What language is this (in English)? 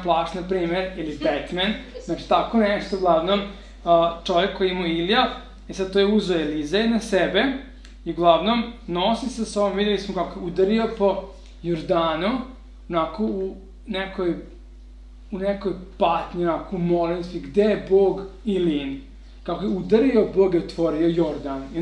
Serbian